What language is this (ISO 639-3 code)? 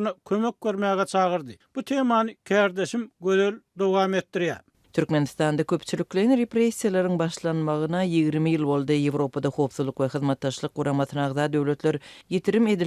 tuk